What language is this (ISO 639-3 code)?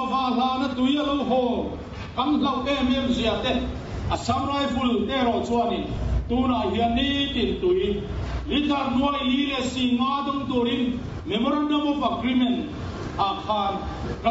lus